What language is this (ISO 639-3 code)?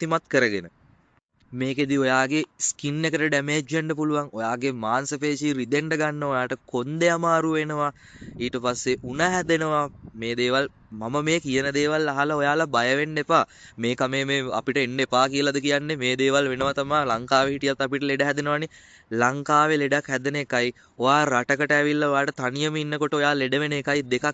sin